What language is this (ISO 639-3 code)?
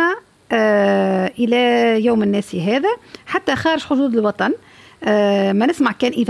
ara